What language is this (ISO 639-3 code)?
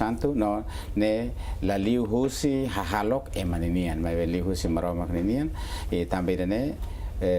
tet